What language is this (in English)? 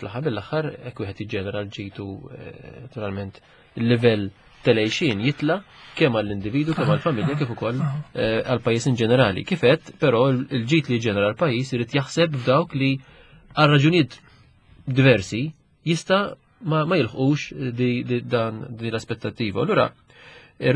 Maltese